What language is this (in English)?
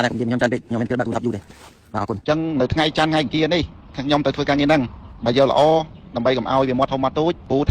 Khmer